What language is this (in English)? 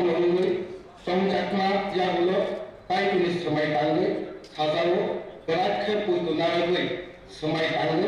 Kok Borok